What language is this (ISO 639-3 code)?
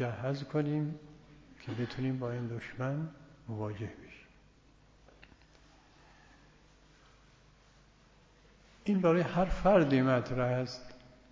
fas